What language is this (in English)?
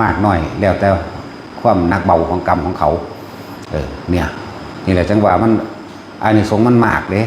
Northeastern Thai